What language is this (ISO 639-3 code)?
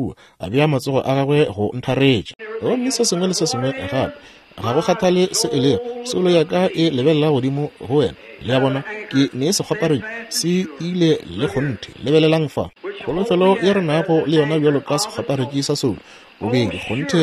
nso